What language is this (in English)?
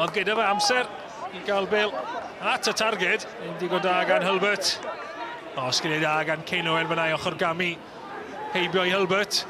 Welsh